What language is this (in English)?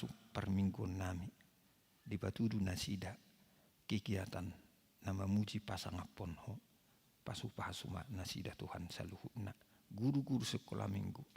Batak Toba